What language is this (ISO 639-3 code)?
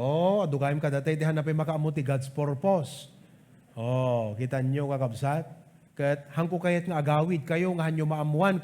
ilo